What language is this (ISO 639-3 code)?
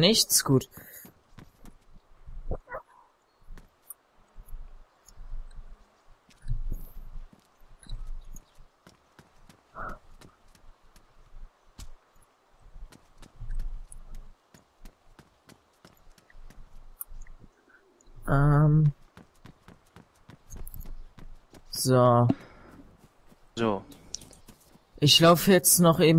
deu